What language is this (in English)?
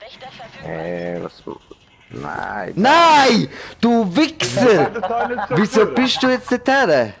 Swiss German